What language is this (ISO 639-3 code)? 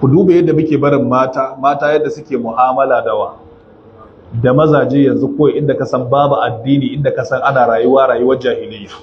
hau